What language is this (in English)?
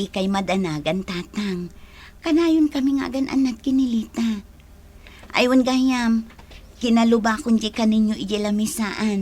Iloko